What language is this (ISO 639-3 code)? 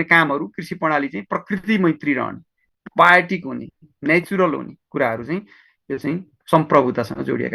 nep